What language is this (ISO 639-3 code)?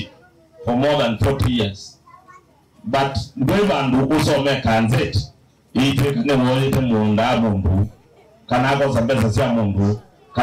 kam